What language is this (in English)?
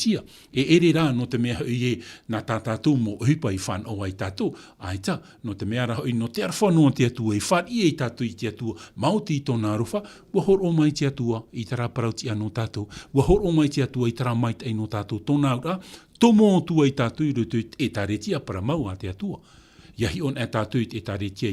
Tahitian